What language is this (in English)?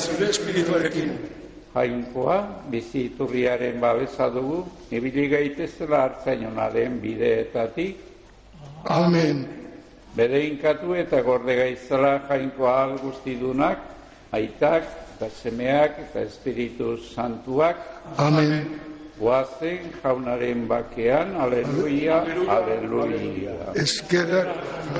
Basque